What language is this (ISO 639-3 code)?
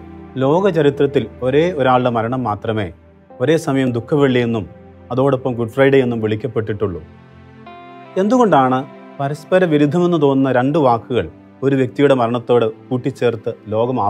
mal